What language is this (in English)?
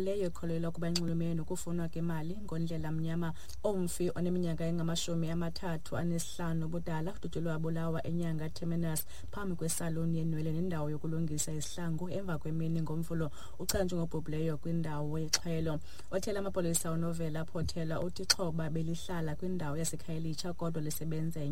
Xhosa